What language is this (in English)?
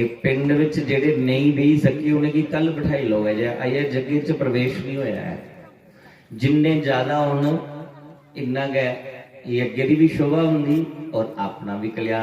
Dogri